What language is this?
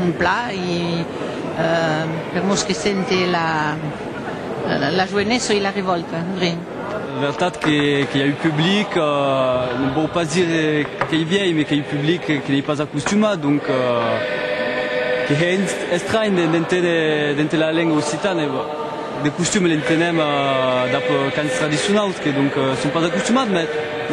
Occitan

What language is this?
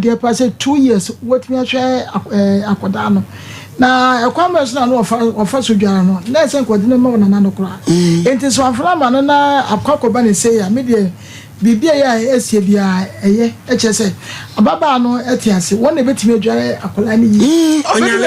Akan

